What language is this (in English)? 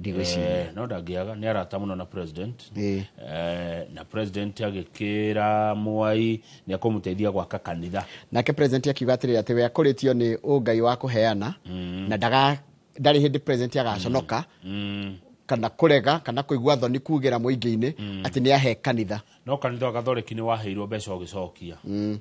Kikuyu